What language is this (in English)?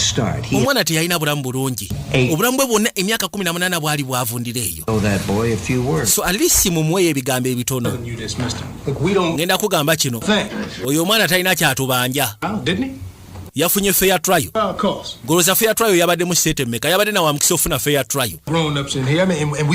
Ganda